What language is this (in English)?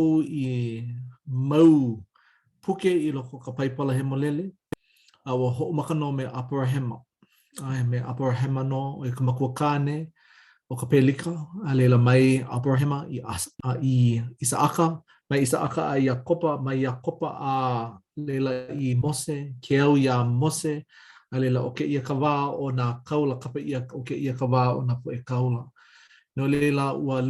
Hawaiian